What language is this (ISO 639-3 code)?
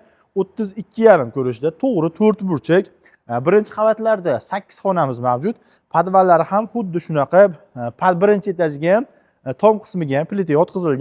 uzb